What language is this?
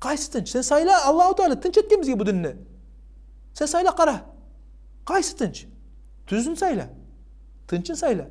Kumyk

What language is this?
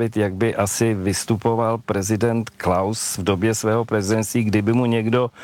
Czech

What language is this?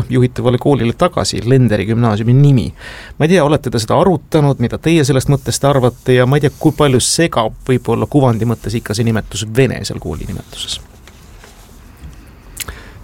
Estonian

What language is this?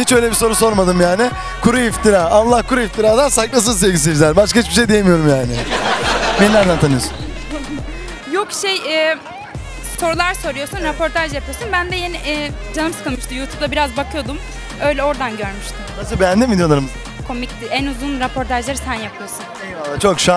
Turkish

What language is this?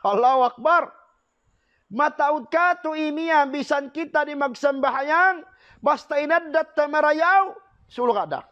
Tausug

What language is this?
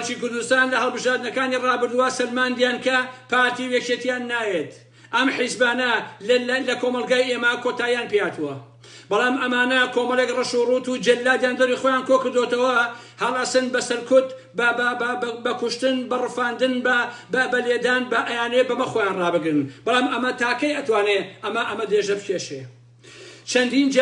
Central Kurdish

